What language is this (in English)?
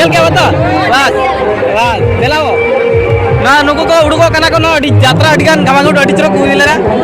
Santali